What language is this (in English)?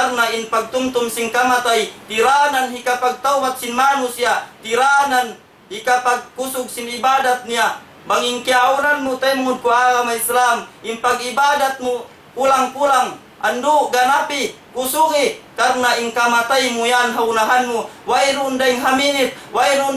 Tausug